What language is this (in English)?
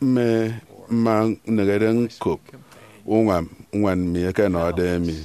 Efik